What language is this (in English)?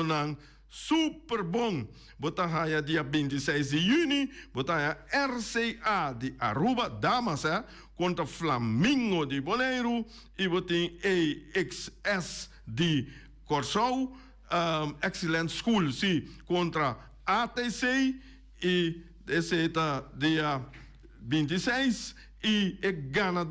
Papiamento